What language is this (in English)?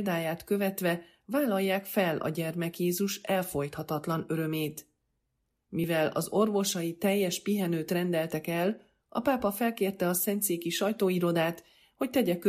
Hungarian